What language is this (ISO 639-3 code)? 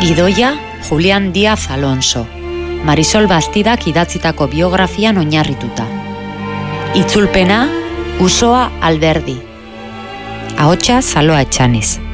eus